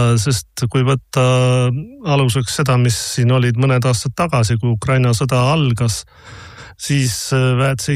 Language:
Estonian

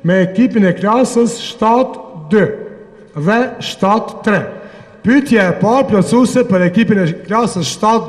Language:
Albanian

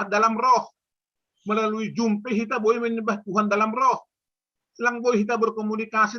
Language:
Batak Simalungun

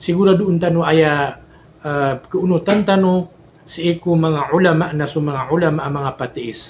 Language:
Maranao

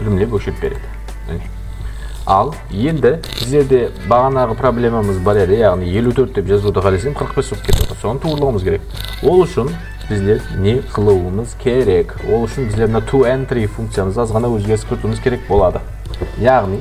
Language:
Kara-Kalpak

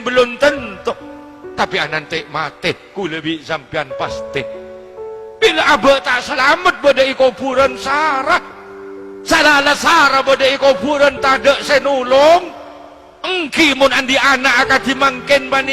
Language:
Madurese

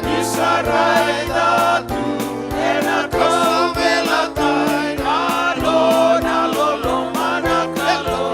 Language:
Fijian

